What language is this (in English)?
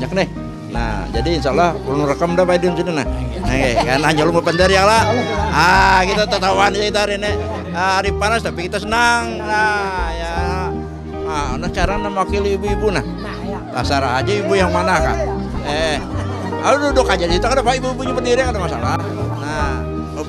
Banjar